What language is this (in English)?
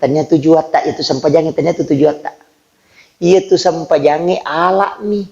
Buginese